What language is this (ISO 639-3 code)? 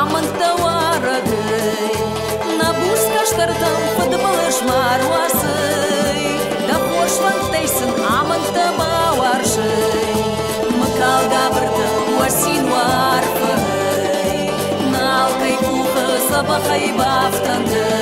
oss